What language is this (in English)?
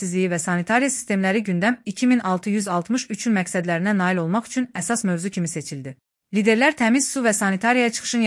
Azerbaijani